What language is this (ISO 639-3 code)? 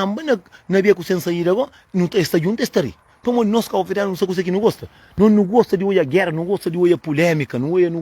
kea